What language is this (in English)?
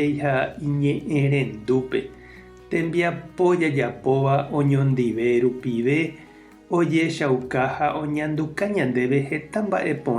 Guarani